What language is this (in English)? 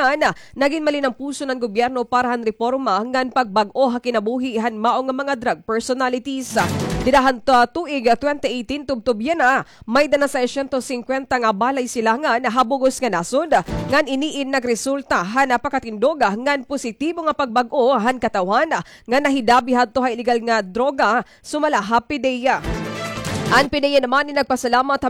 Waray